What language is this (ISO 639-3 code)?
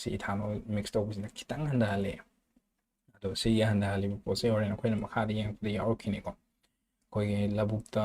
mni